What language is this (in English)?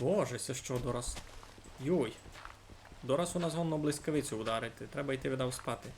Rusyn